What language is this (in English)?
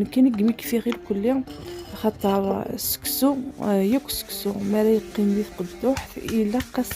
Kabyle